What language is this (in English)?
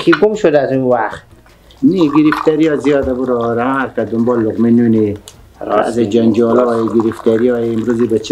Persian